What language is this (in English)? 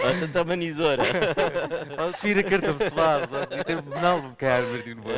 Central Kurdish